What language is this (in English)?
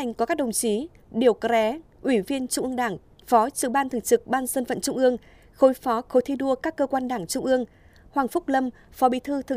Vietnamese